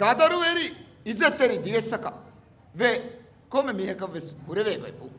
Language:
Divehi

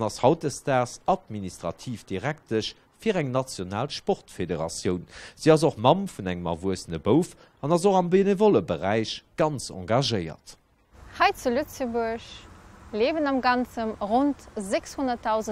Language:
Luxembourgish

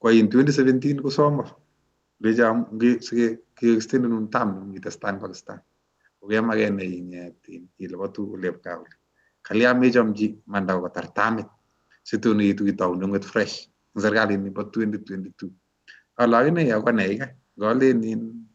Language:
Kalenjin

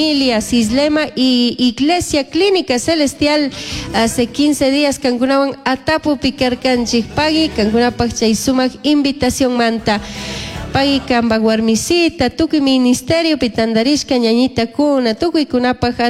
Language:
Chimborazo Highland Quichua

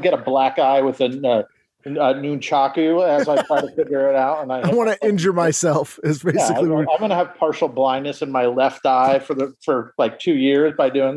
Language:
English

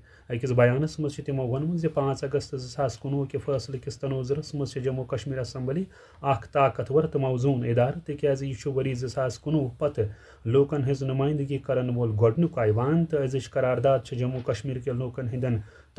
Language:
Kashmiri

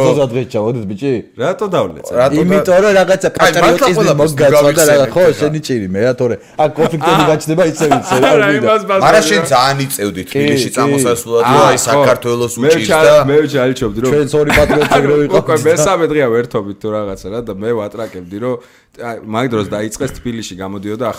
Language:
Georgian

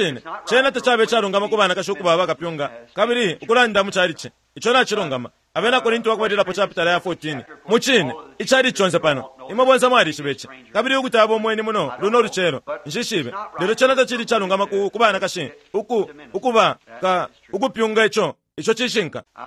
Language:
Bemba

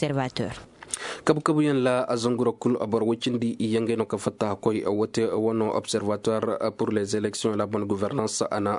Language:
Koyraboro Senni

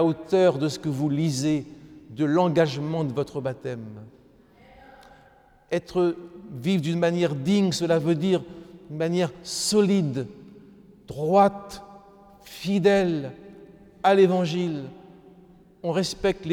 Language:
French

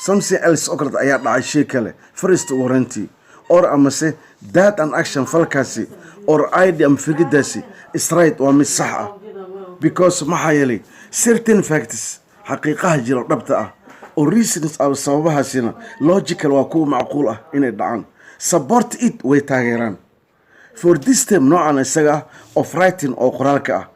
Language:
Somali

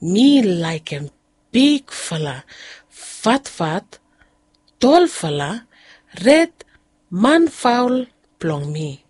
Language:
Bislama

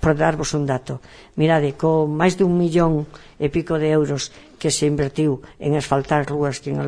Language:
Galician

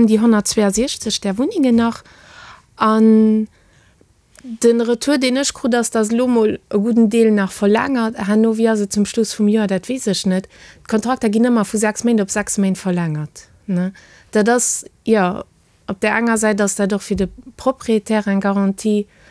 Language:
Luxembourgish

